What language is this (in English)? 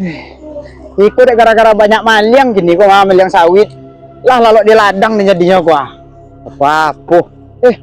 Minangkabau